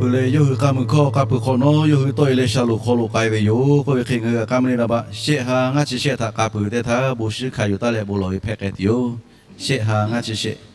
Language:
Lahu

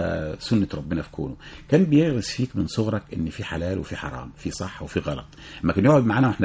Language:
Egyptian Arabic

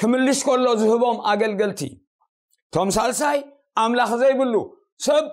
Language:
Tigrinya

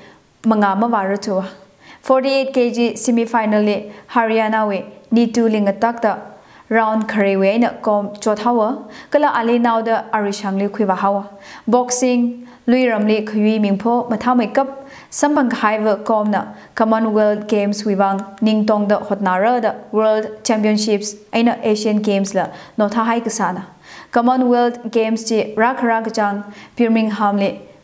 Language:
Tangkhul Naga (India)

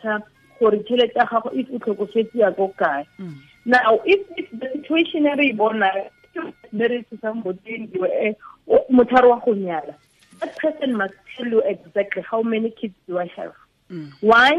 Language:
Tswana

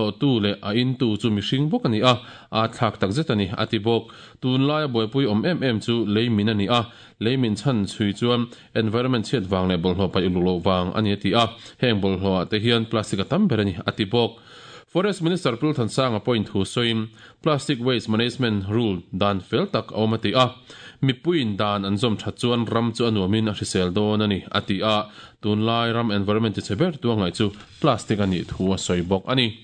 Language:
Mizo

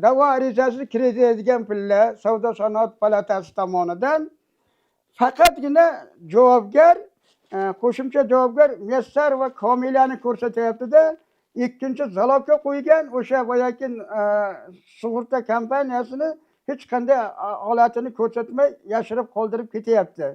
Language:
Uzbek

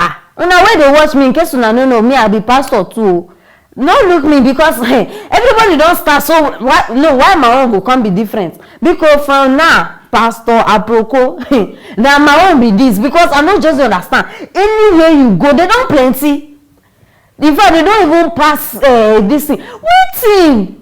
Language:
Nigerian Pidgin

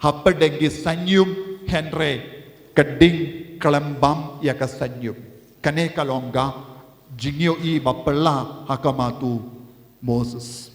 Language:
Khasi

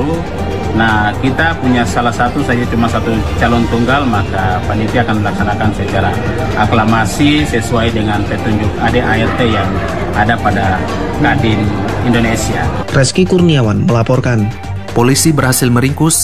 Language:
Indonesian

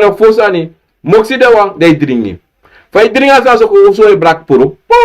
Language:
Sranan Tongo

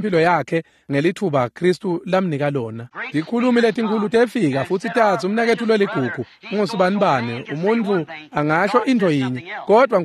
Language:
Swati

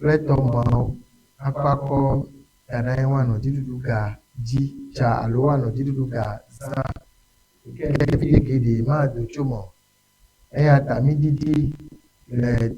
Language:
Ewe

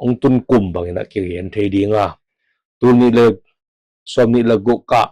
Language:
Tedim Chin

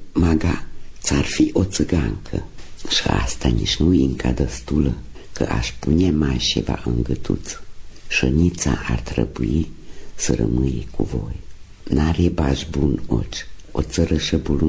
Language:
Romanian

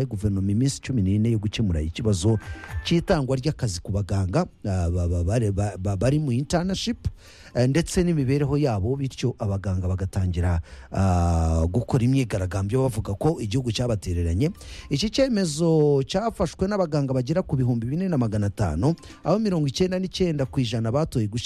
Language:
Kinyarwanda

